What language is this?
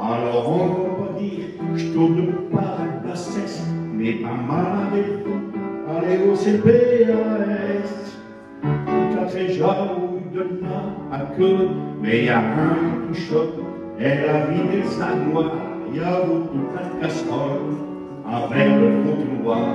Picard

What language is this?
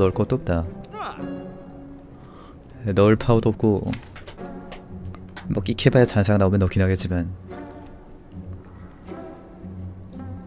Korean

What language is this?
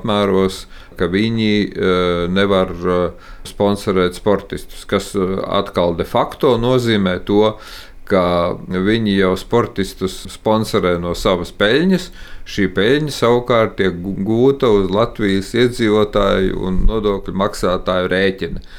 Latvian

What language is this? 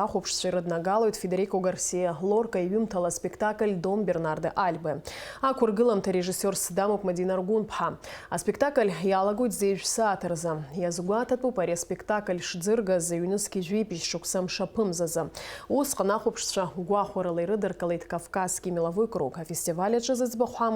Abkhazian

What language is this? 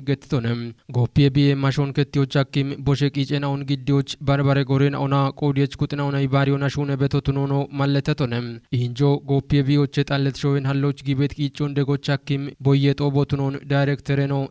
Kafa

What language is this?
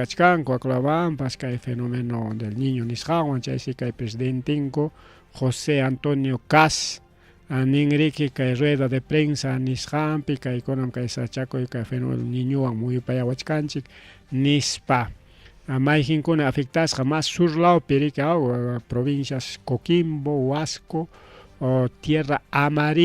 Ayacucho Quechua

